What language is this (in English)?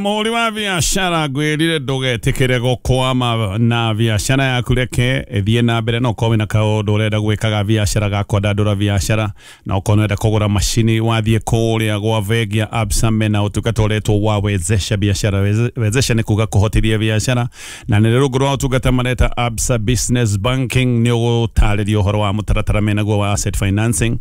Kikuyu